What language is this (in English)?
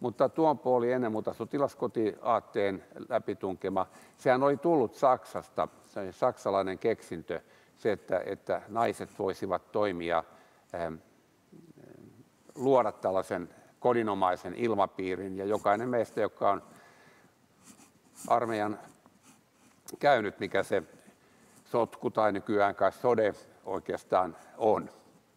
Finnish